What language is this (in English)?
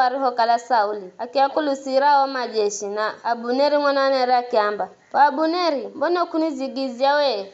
Giryama